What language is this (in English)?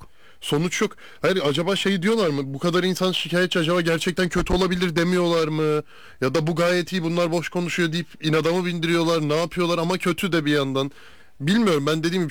Turkish